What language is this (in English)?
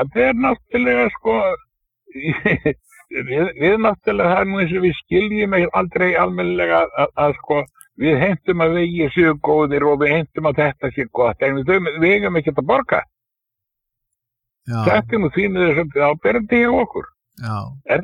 Icelandic